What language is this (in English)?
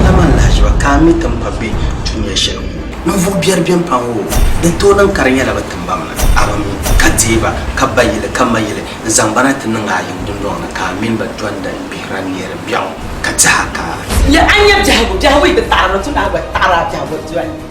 Dagbani